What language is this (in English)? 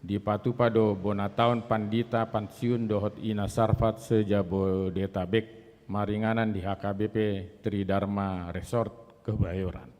Batak Toba